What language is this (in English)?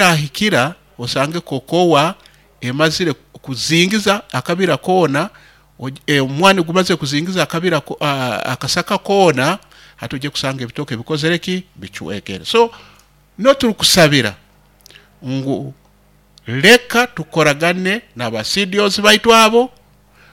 Nyoro